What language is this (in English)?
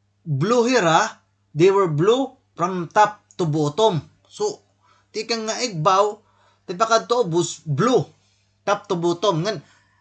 Waray